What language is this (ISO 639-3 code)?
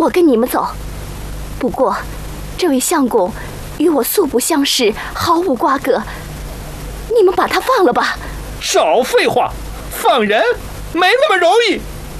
zho